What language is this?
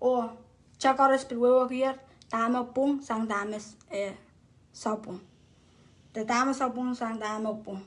Pohnpeian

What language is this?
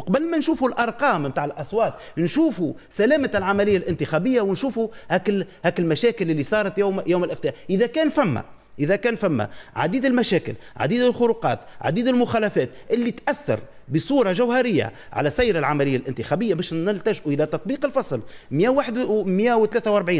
Tunisian Arabic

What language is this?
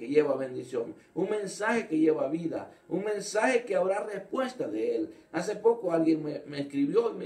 Spanish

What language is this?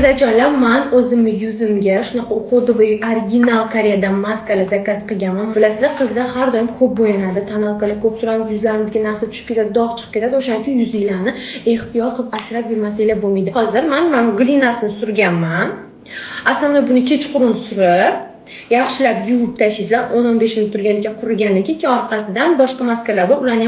Uzbek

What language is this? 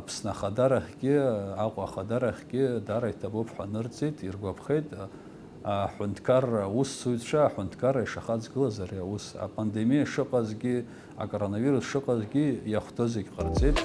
Abkhazian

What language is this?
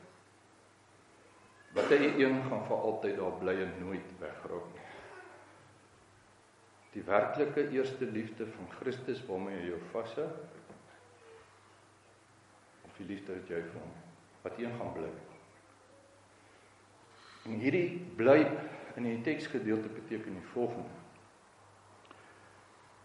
Afrikaans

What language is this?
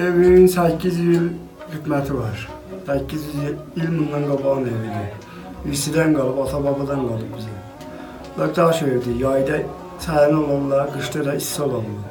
South Azerbaijani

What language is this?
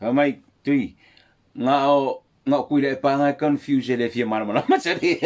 Samoan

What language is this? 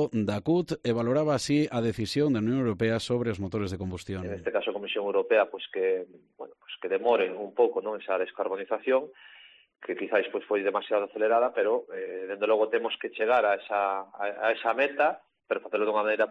Galician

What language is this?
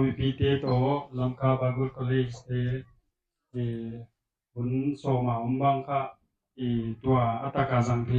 Paite Chin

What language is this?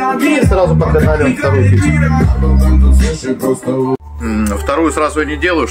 Russian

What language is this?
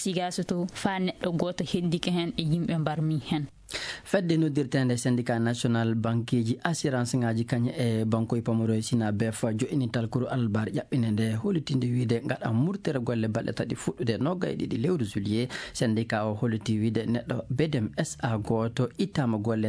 Fula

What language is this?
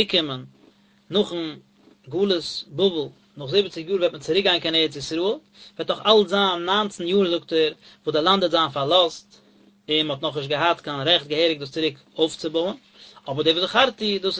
Yiddish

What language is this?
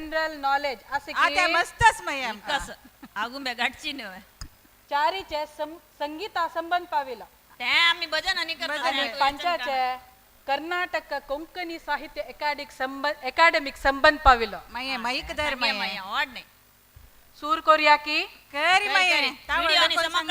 Konkani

